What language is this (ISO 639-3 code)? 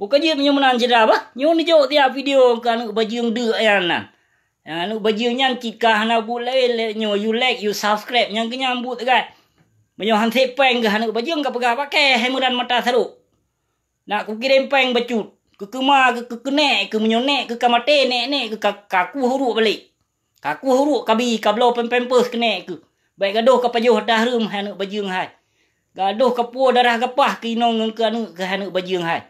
ace